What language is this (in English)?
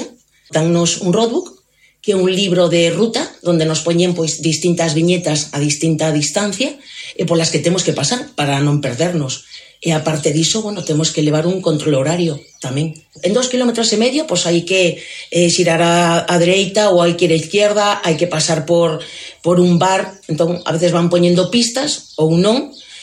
Galician